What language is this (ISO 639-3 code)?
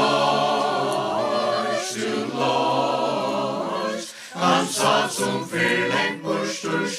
fao